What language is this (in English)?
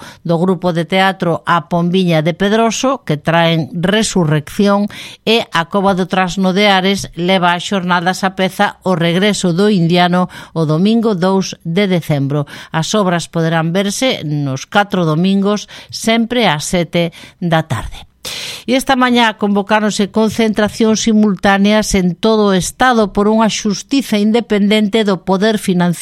Galician